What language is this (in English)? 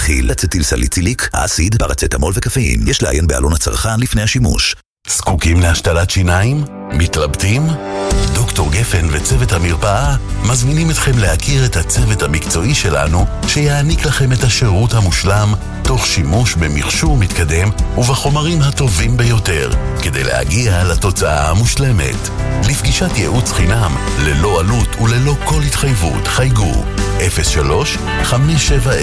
Hebrew